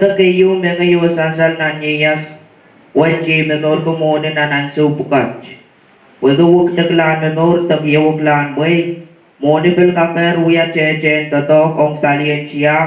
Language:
Pohnpeian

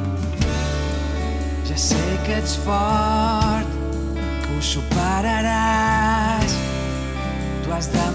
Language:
Catalan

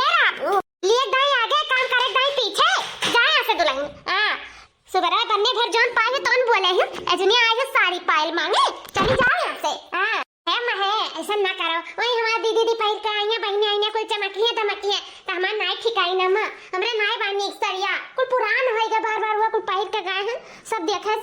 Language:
Awadhi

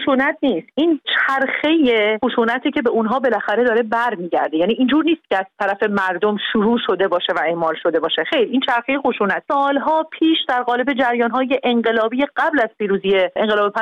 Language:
Persian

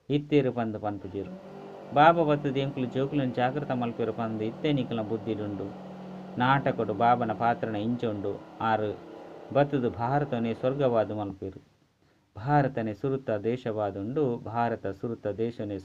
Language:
Tulu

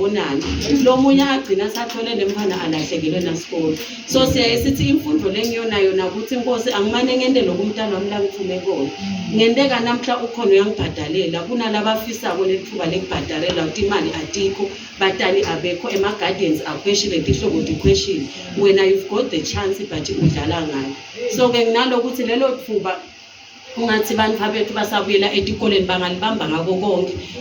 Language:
Swati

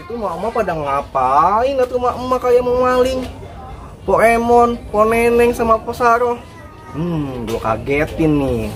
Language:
Betawi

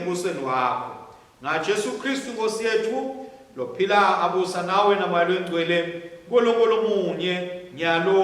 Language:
Swati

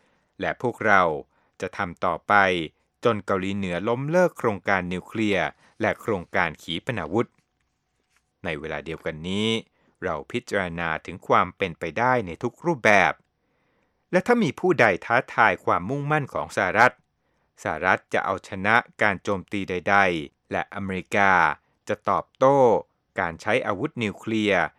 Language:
Thai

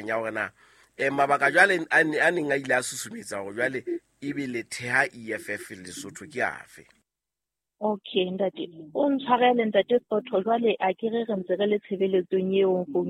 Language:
Southern Sotho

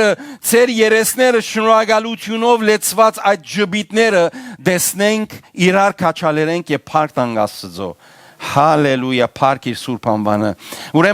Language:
Western Armenian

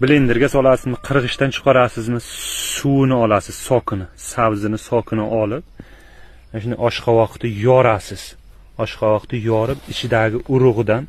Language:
Uzbek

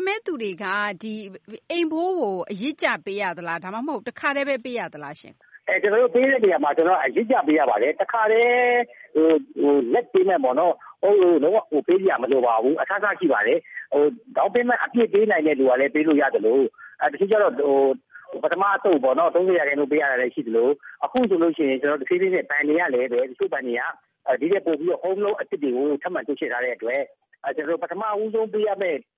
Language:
Burmese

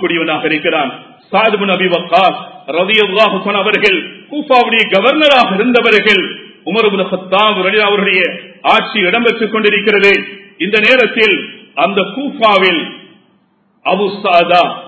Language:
Tamil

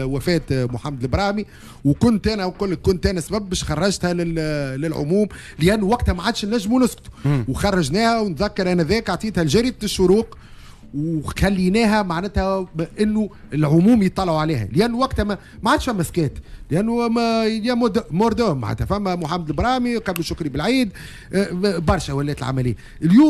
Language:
Tunisian Arabic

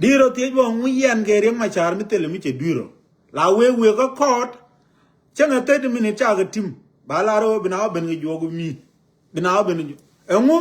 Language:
Nuer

